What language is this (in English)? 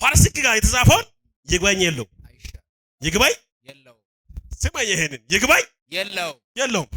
Amharic